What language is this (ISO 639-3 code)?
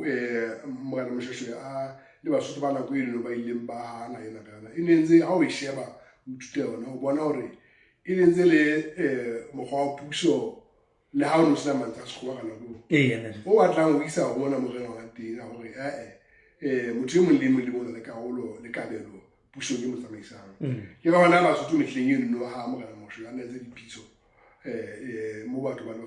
sot